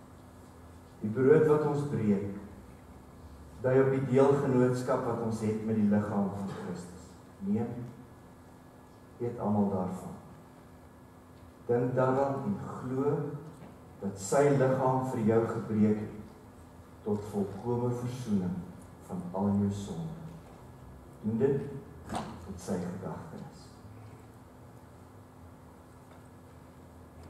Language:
Afrikaans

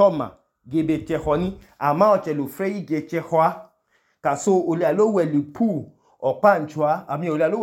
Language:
Idoma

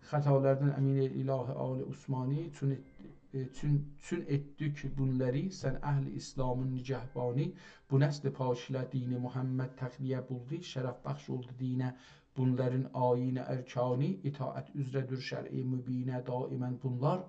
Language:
South Azerbaijani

